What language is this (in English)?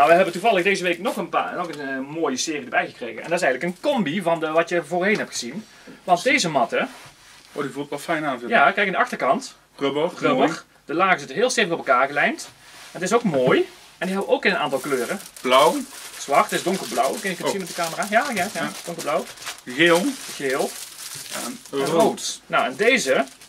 Dutch